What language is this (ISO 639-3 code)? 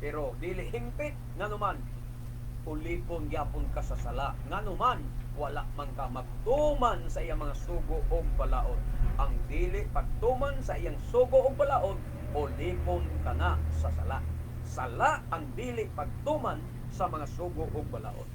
ceb